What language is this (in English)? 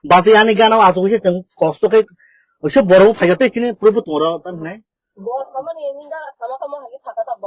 Kok Borok